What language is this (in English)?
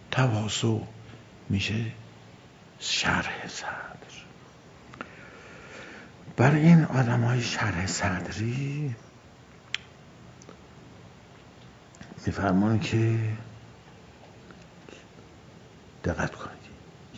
Persian